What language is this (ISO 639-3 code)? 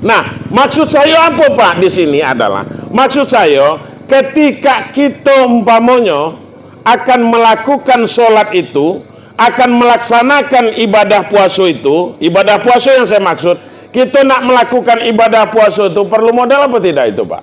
min